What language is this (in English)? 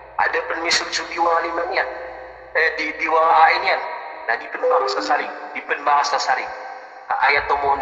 Maranao